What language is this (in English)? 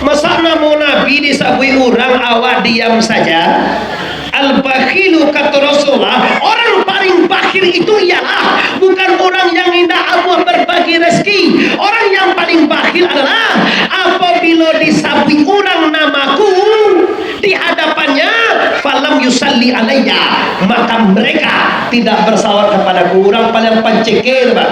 Minangkabau